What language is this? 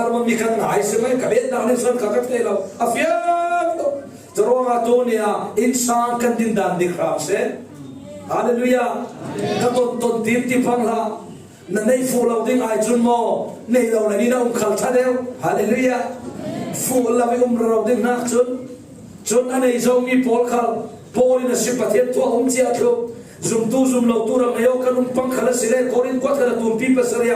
Falam Chin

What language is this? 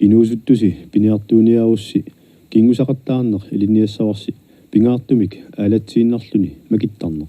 Kalaallisut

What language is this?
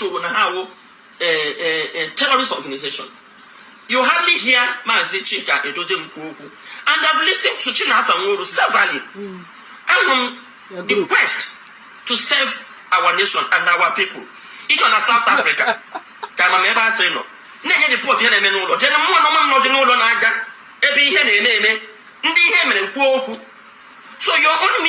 Igbo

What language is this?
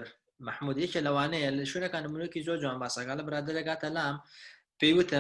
Central Kurdish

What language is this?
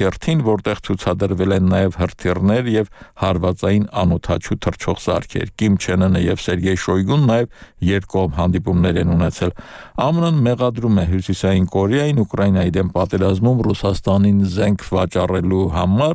Armenian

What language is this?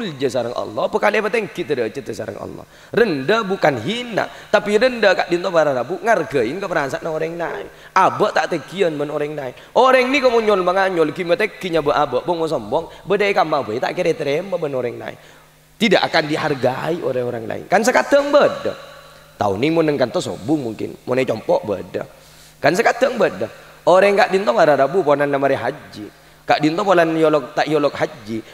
Madurese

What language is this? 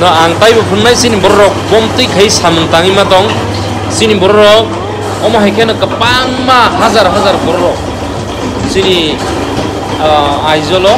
Kok Borok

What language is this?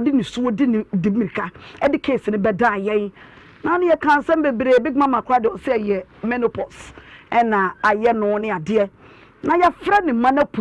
Akan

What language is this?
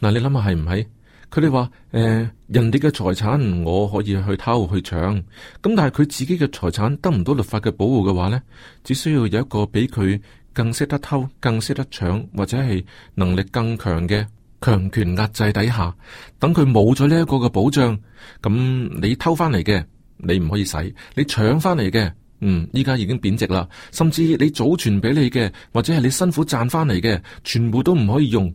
Cantonese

